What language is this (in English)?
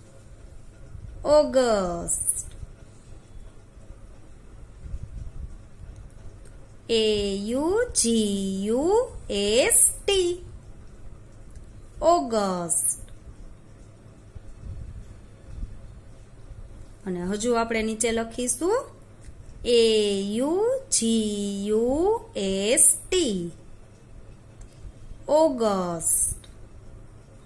Gujarati